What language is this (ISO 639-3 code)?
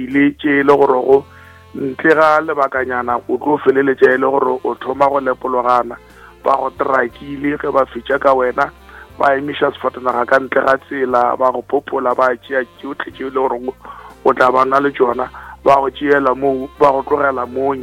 nso